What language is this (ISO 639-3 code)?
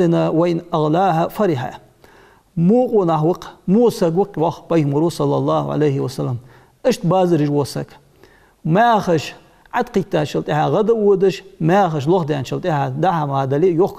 inh